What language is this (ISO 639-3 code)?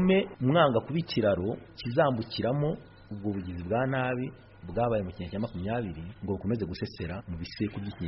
kin